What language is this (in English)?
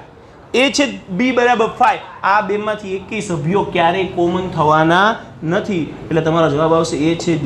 Gujarati